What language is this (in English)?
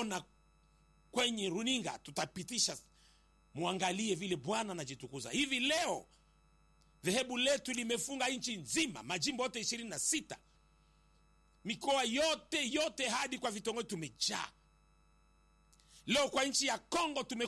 Swahili